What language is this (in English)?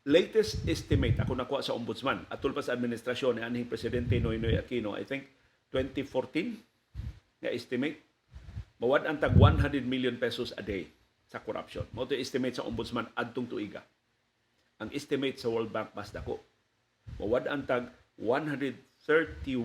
Cebuano